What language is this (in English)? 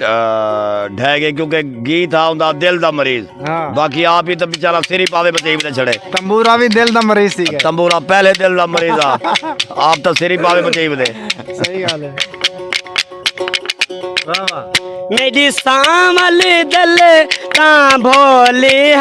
Saraiki